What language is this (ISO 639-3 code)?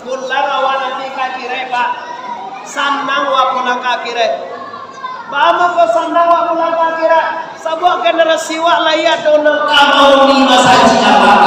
min